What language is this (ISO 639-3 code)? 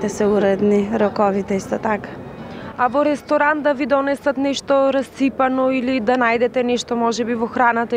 mkd